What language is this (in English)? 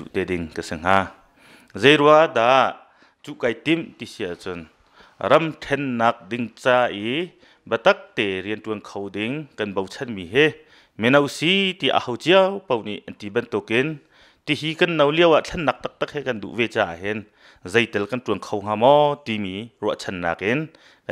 Hakha Chin